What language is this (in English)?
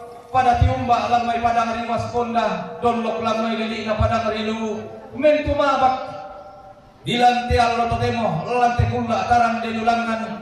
Toraja-Sa'dan